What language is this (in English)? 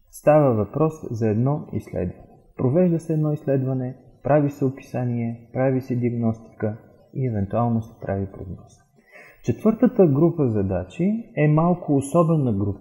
Bulgarian